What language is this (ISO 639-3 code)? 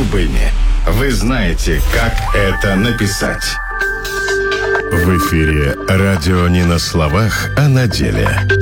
rus